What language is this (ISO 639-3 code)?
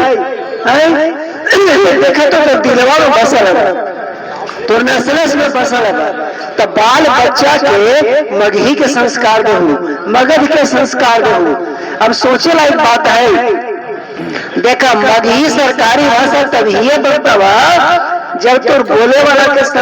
mag